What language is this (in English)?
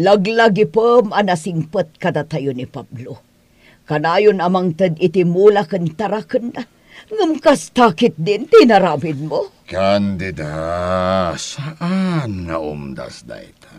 Iloko